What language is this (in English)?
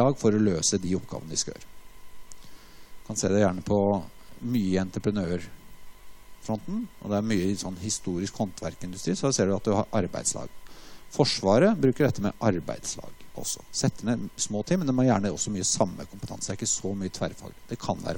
Norwegian